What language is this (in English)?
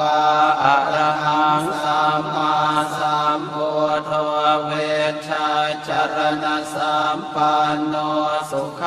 Pali